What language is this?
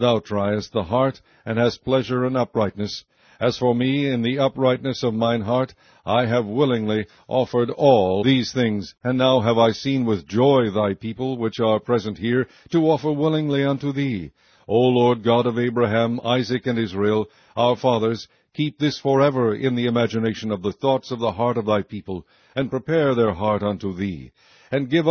English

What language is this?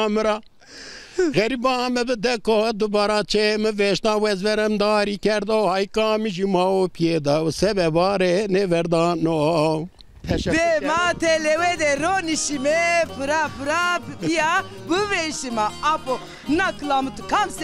Zaza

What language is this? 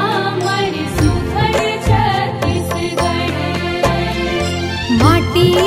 Chhattisgarhi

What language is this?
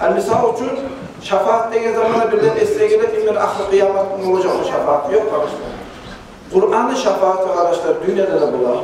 Kumyk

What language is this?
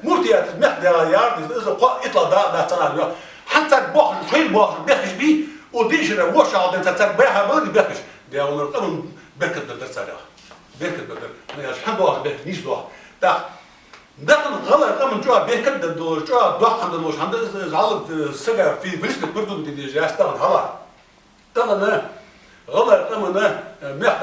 Ingush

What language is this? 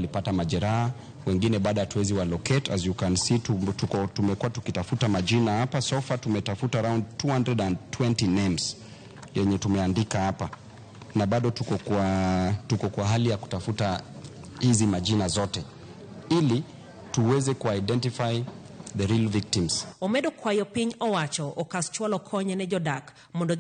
Luo (Kenya and Tanzania)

